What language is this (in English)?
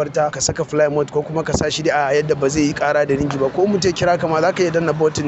Hausa